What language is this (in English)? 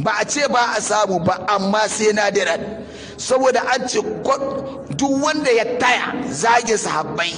Hausa